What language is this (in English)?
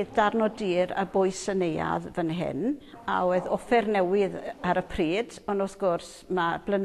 Welsh